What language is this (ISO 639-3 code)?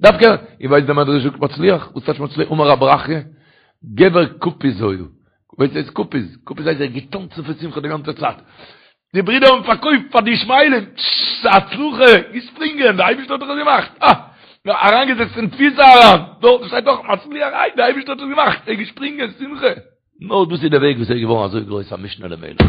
yid